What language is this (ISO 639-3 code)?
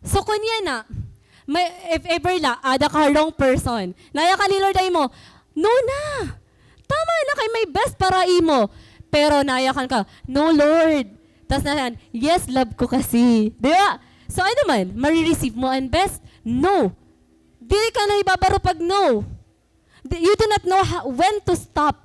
war